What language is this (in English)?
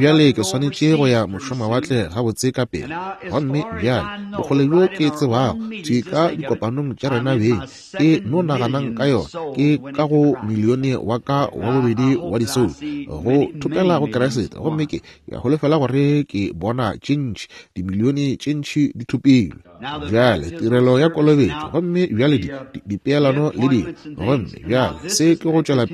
Northern Sotho